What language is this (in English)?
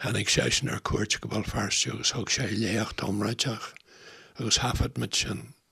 Irish